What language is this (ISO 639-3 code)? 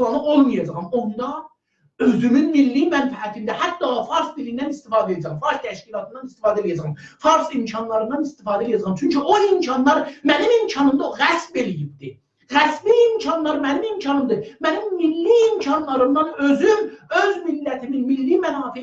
azb